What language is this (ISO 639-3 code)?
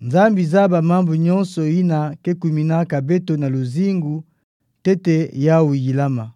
ktu